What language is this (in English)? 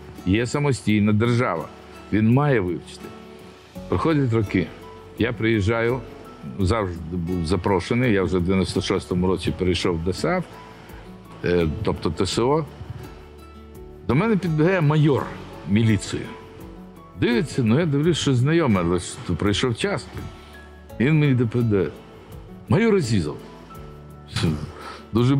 Ukrainian